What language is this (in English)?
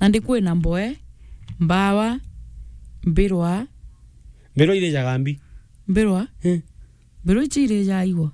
Meru